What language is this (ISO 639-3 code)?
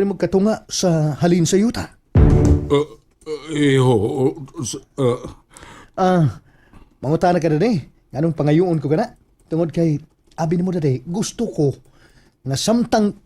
ceb